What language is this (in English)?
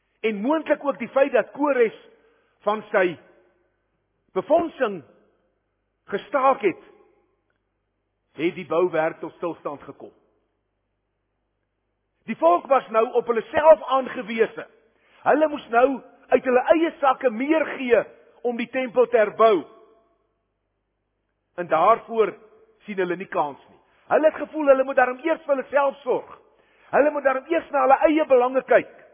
Afrikaans